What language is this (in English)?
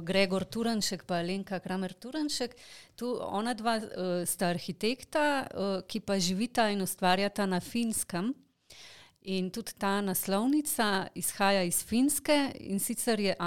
Slovenian